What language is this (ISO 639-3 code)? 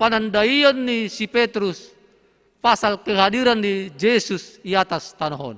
bts